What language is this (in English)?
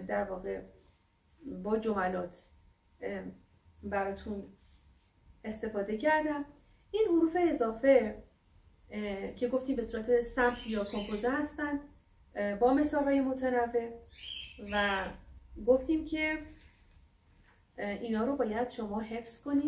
Persian